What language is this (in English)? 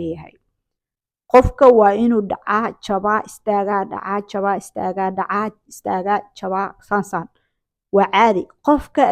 Somali